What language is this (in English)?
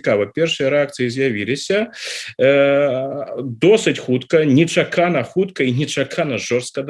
Belarusian